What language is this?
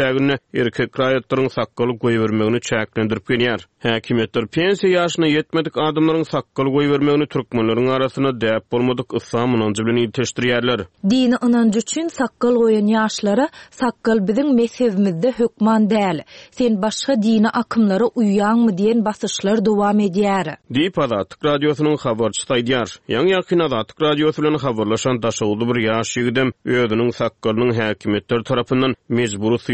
Turkmen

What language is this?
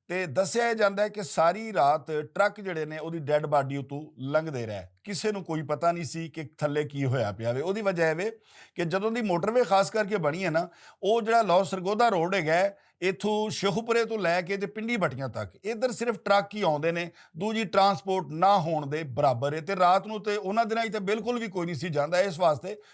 Western Panjabi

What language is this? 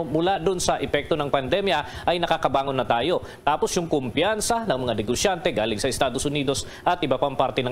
Filipino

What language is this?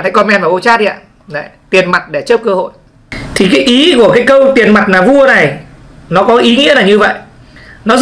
Vietnamese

